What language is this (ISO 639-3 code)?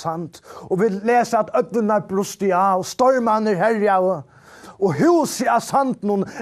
fao